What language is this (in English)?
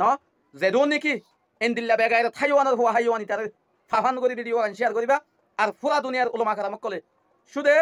Rohingya